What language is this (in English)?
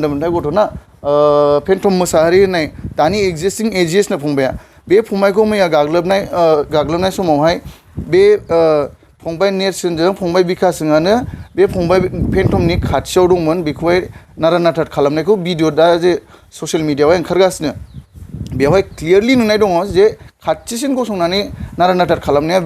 Bodo